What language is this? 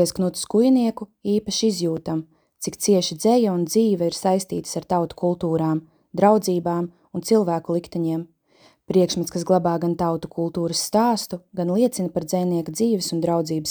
Latvian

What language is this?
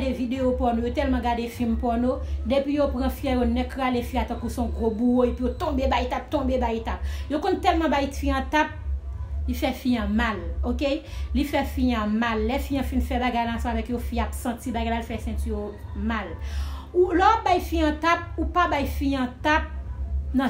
Haitian Creole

